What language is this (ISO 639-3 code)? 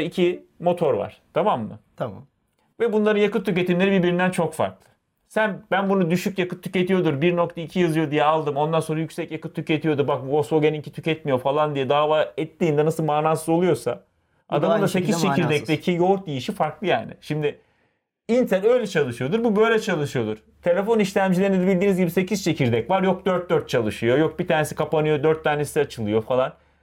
tur